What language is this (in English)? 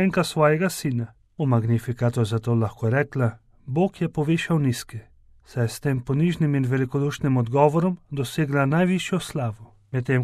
Slovenian